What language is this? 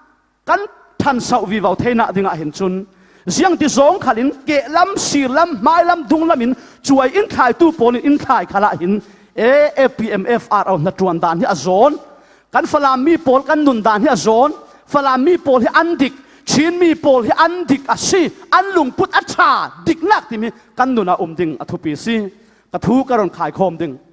Falam Chin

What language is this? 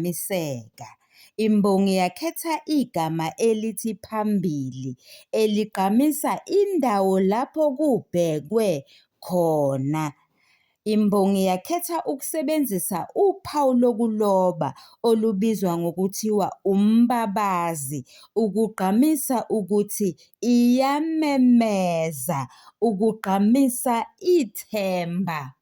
Zulu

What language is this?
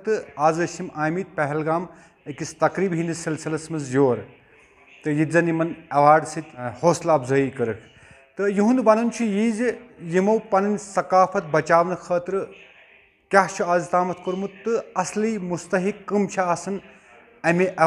Kashmiri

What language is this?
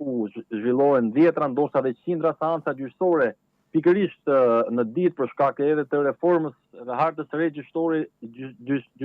Albanian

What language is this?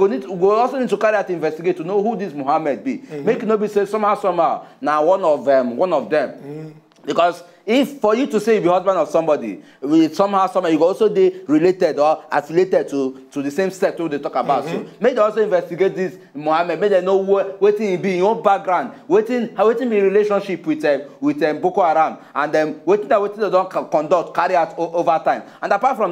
Nigerian Pidgin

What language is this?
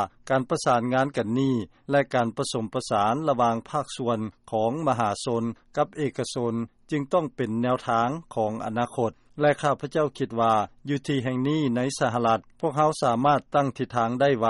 Lao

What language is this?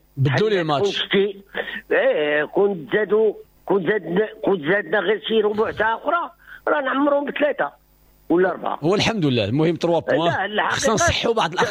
Moroccan Arabic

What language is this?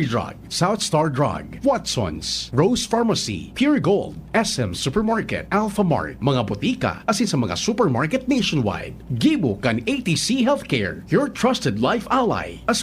Bikol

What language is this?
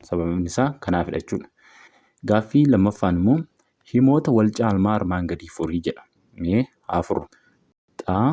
Oromo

